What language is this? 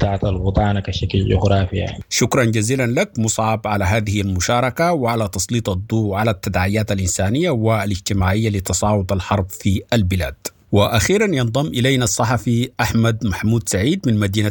Sudanese Arabic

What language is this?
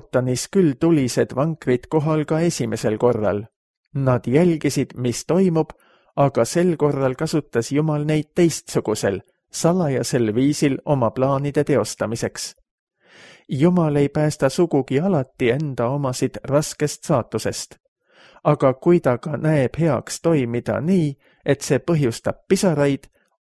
Estonian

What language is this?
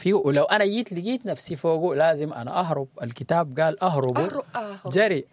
Sudanese Arabic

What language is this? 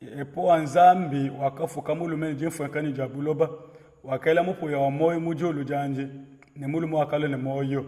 Luba-Lulua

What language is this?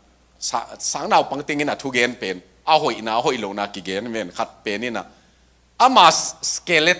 Tedim Chin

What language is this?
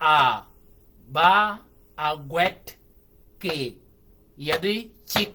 Shilluk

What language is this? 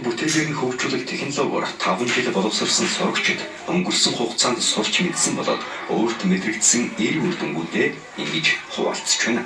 Mongolian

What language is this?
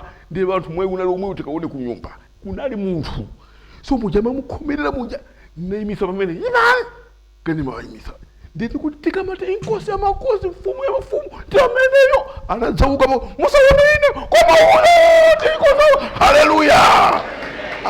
Nyanja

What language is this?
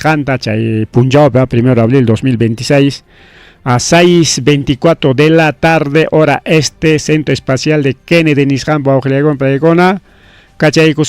Ayacucho Quechua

